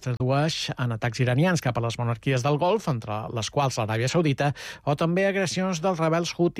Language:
Catalan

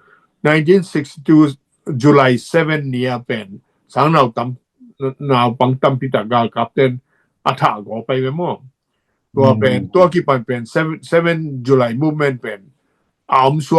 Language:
Tedim Chin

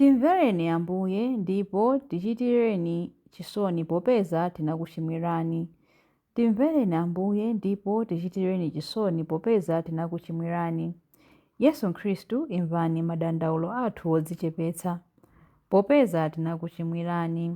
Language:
Nyanja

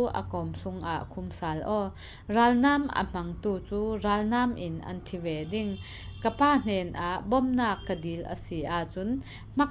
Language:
Falam Chin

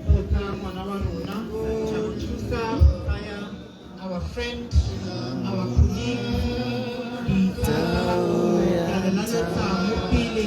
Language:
Tswana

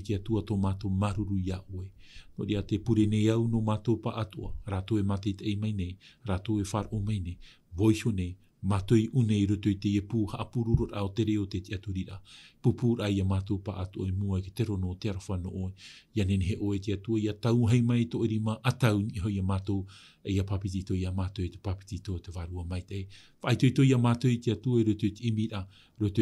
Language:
Tahitian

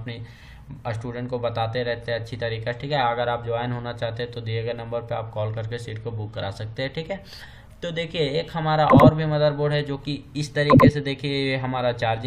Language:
Hindi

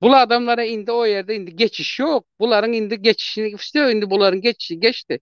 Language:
Turkmen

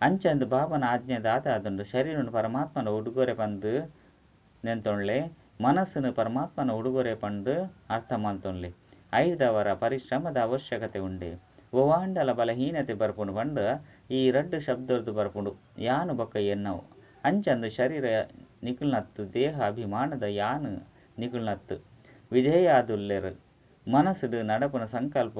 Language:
Tulu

